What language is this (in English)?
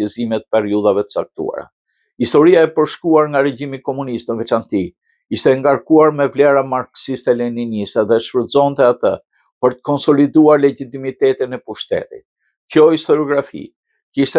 Albanian